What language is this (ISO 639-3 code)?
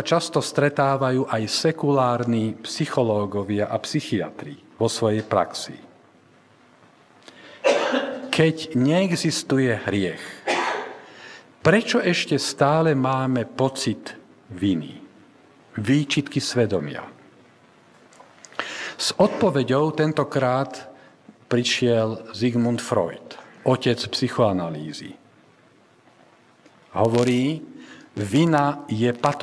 slk